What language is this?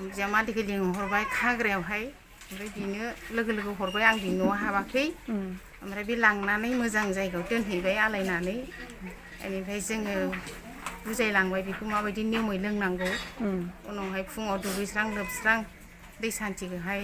Bodo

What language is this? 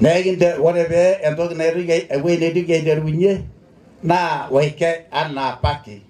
Masai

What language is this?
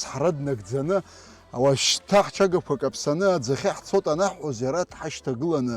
Abkhazian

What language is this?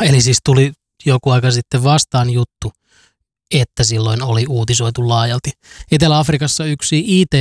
Finnish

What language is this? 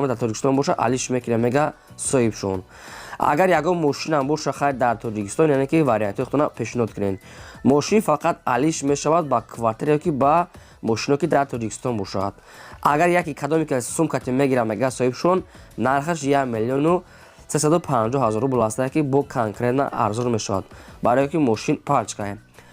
Tajik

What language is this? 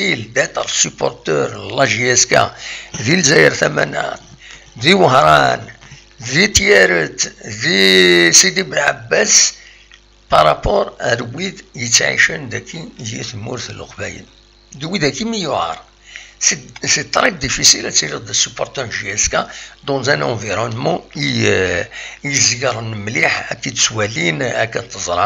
Kabyle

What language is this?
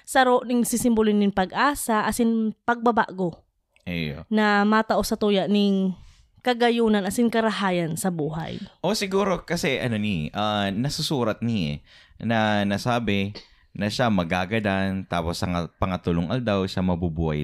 Bikol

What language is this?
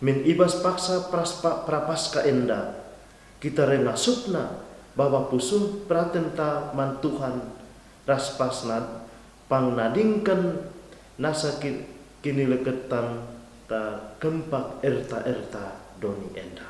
Batak Karo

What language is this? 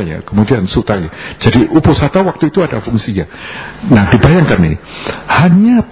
Indonesian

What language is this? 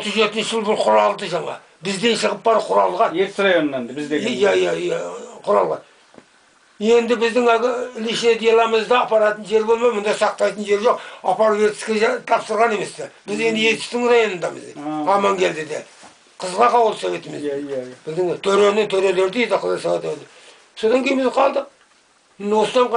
Kazakh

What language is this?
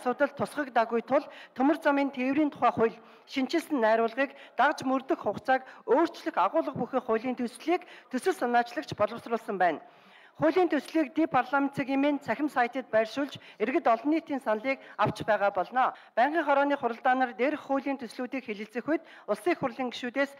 Mongolian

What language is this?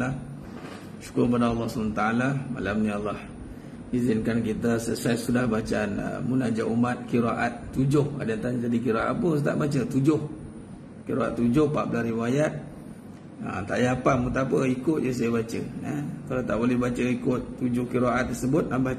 Malay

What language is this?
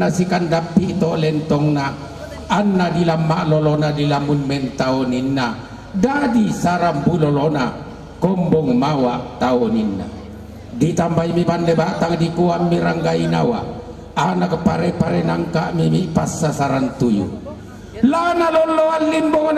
Toraja-Sa'dan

